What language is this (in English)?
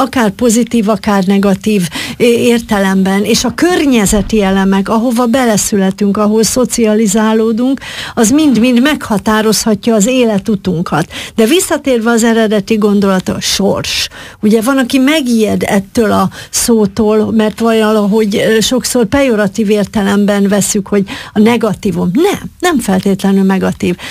Hungarian